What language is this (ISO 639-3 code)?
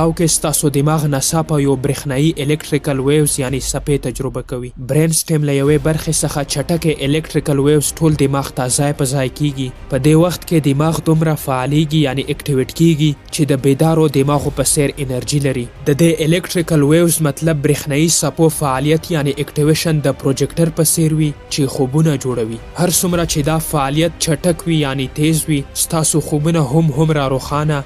pus